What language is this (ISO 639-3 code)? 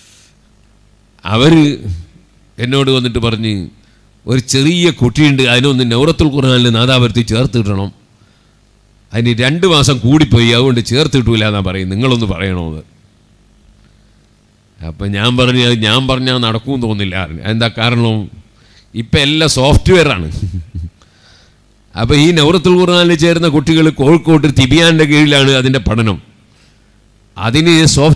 mal